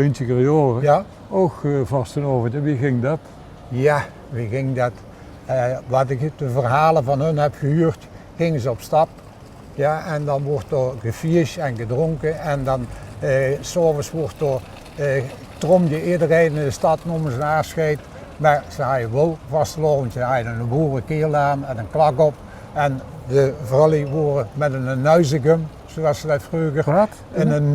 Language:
Limburgish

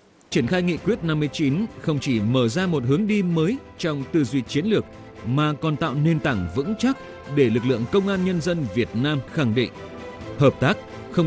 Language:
Vietnamese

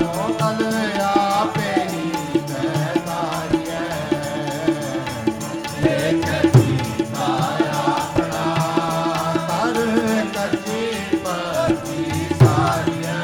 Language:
Punjabi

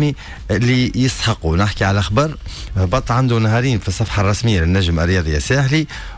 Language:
Tunisian Arabic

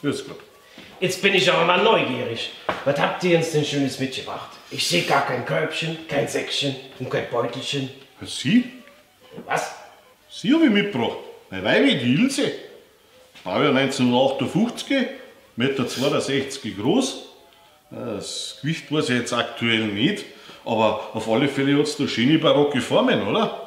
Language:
Bavarian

